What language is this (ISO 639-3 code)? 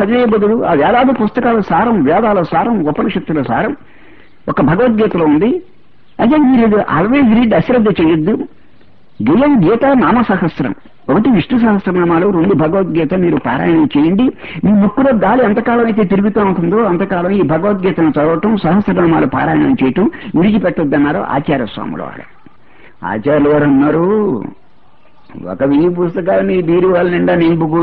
tel